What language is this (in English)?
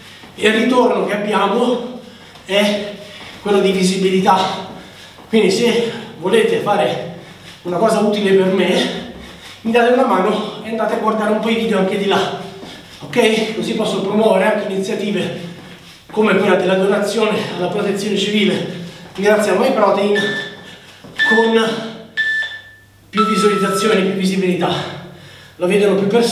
Italian